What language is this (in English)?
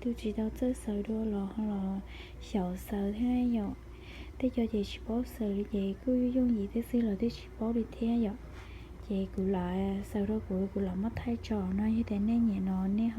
Hmong